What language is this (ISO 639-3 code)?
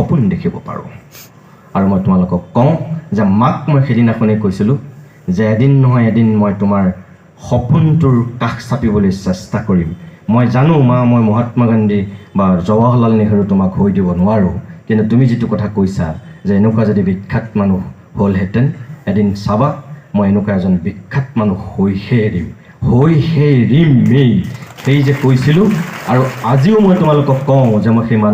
asm